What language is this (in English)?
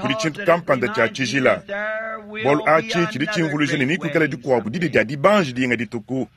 Luba-Lulua